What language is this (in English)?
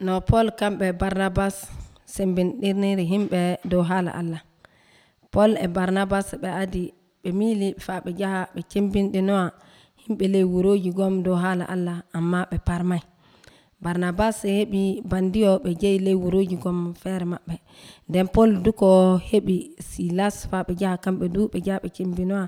Nigerian Fulfulde